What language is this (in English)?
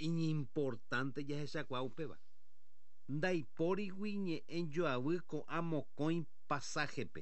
Guarani